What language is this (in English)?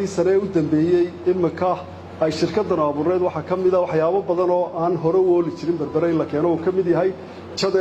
Somali